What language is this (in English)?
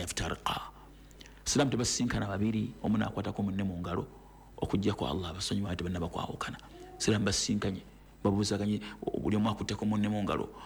Ganda